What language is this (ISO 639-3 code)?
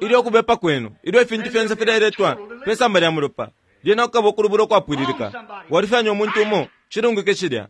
bem